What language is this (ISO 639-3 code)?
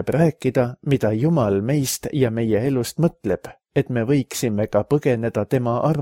est